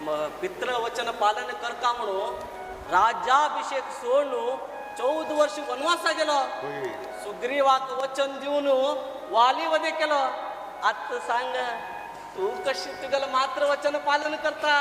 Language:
Konkani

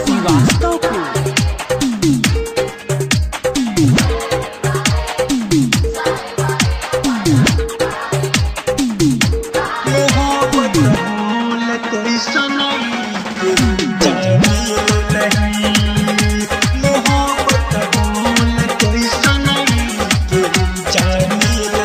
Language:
Bhojpuri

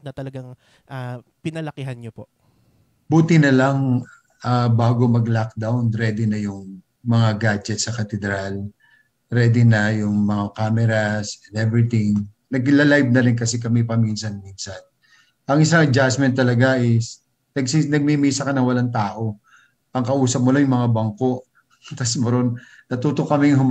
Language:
Filipino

